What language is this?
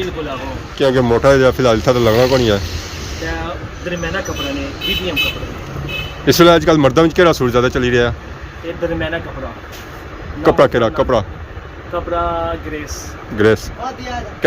Pahari-Potwari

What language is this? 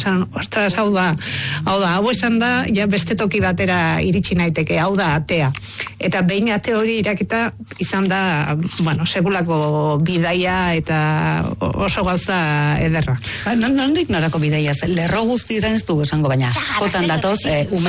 Basque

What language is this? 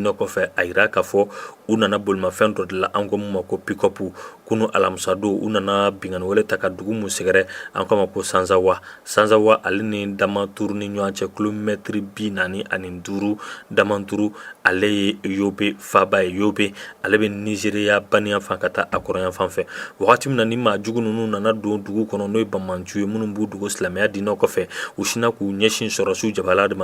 Bambara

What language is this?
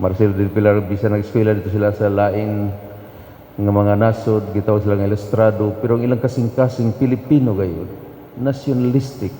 Cebuano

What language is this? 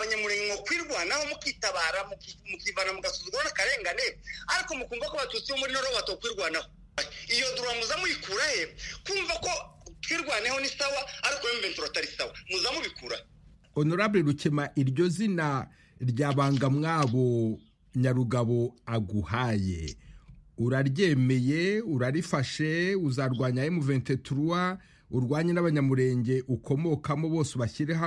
Kinyarwanda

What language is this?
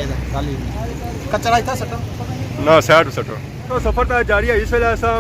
Pahari-Potwari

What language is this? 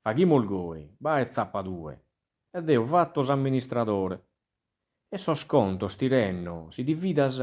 Sardinian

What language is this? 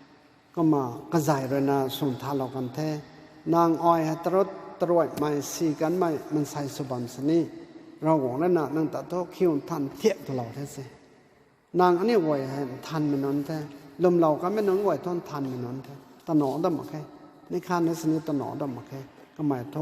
Rongmei Naga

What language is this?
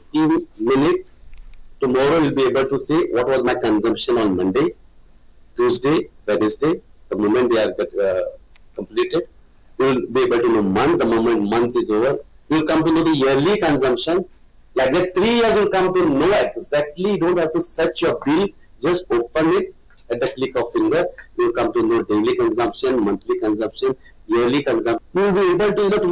Konkani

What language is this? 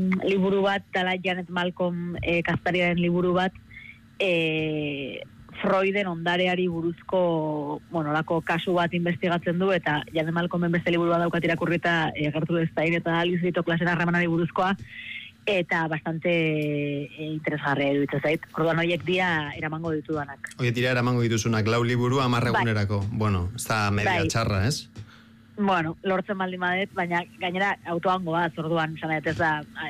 Basque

